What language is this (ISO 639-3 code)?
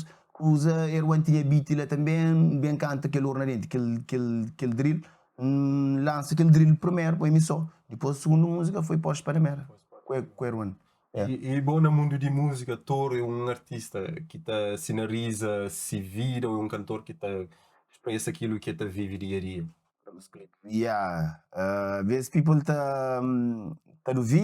kea